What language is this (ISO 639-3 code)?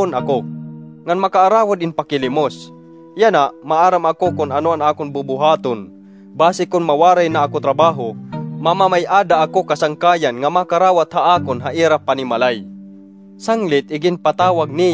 war